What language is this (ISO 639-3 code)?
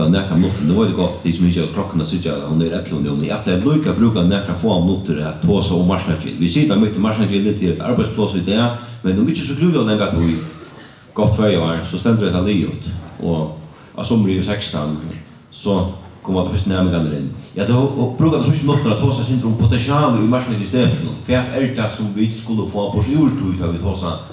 fao